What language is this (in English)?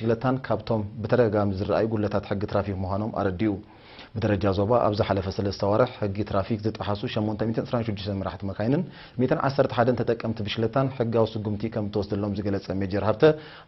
Tigrinya